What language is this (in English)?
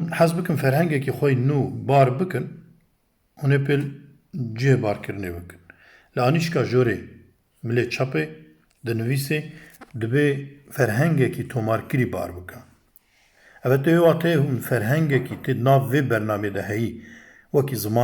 Kurdish